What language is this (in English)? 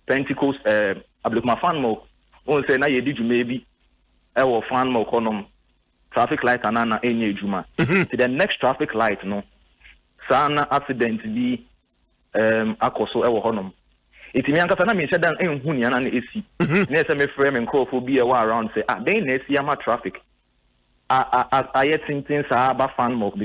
Akan